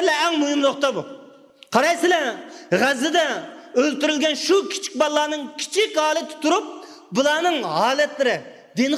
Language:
Uyghur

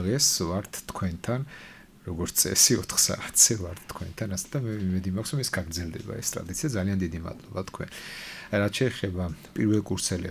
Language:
Georgian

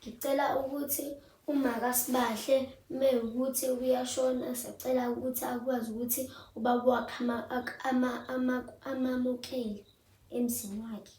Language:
Zulu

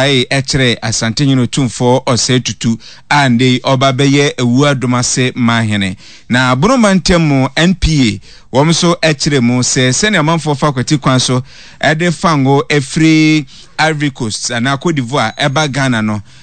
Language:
Akan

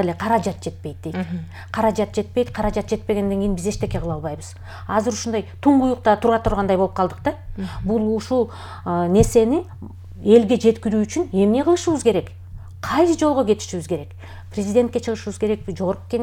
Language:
Kyrgyz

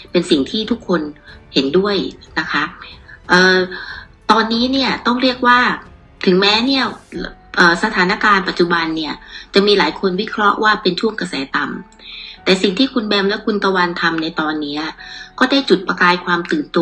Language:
Thai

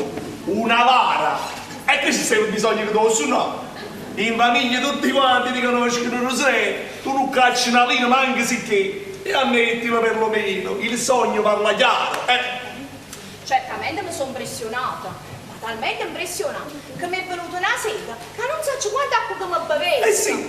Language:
Neapolitan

